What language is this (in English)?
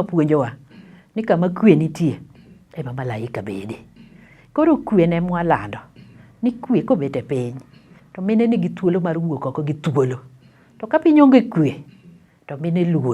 Luo (Kenya and Tanzania)